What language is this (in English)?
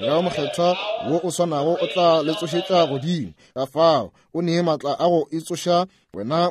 Northern Sotho